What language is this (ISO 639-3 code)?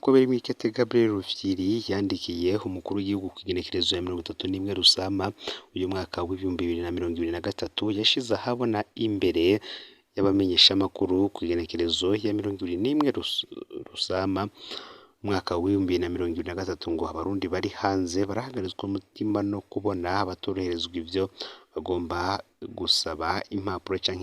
run